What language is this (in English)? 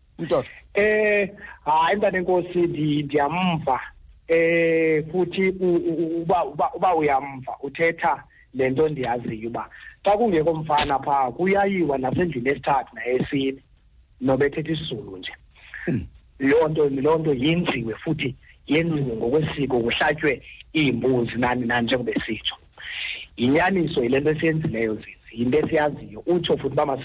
Xhosa